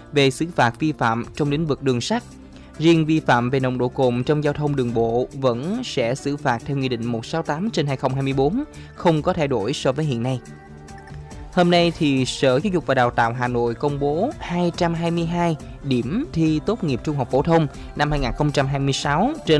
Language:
Vietnamese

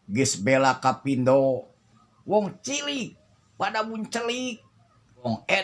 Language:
Sundanese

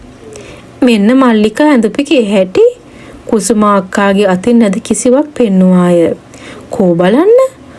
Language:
Sinhala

